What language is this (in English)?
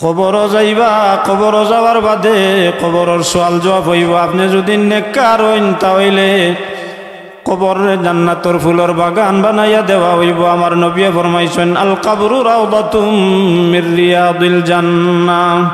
Sylheti